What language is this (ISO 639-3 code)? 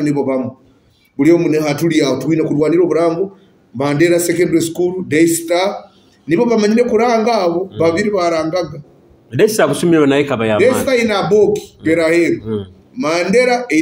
nyo